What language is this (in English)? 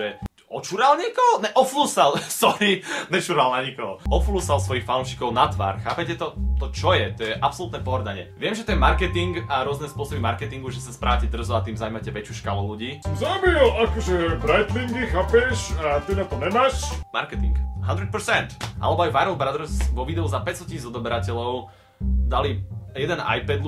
Slovak